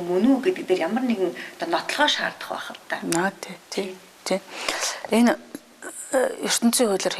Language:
Mongolian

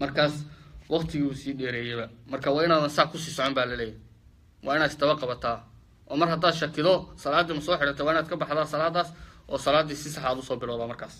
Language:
Somali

